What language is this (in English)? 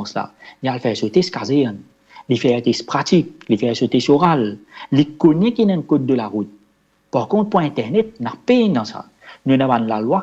Morisyen